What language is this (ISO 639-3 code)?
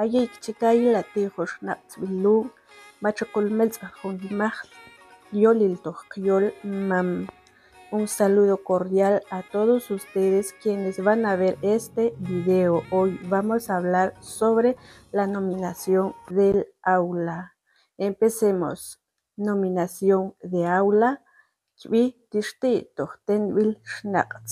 mam